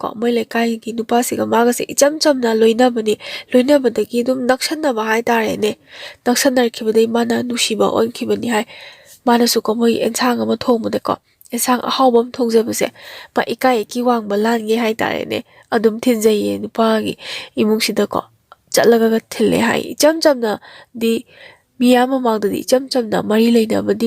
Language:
Manipuri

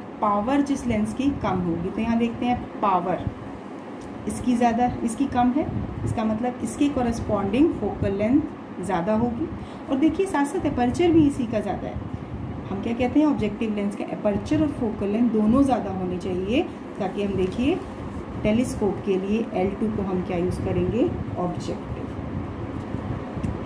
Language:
Hindi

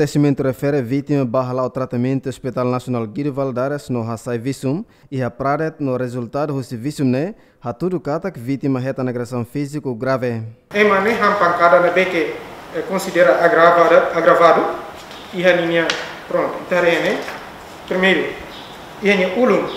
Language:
Tetum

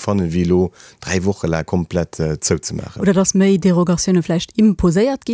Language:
Luxembourgish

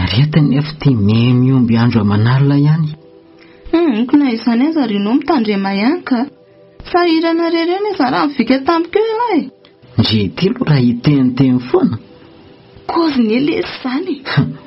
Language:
Malagasy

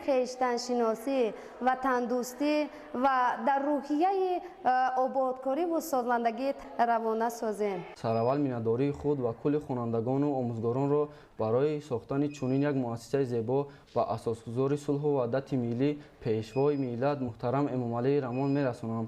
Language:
Tajik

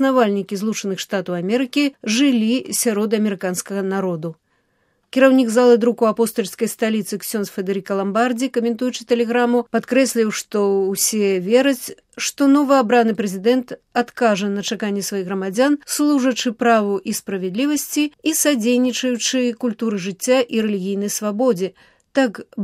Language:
Belarusian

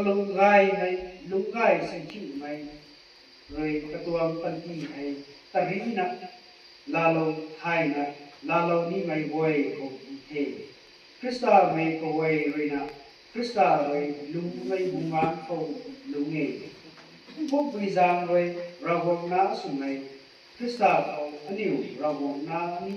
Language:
Rongmei Naga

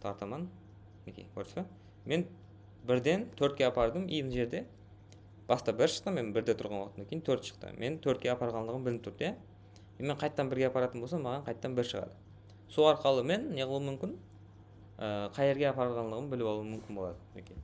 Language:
Kara-Kalpak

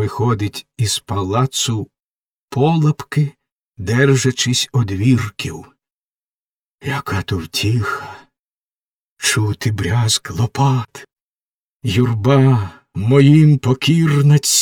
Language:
Ukrainian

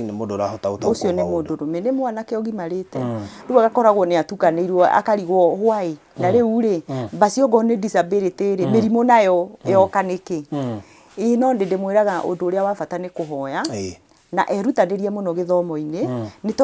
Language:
Kikuyu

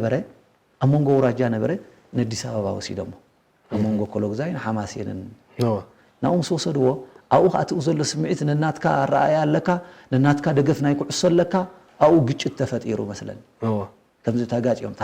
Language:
Tigrinya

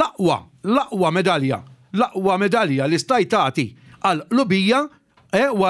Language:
Maltese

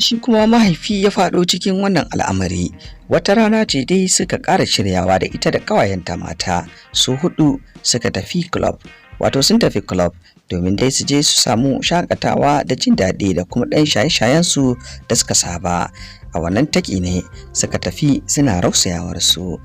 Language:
Hausa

